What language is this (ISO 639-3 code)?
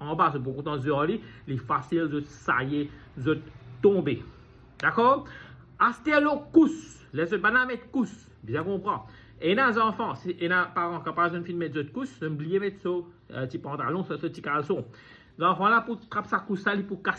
mfe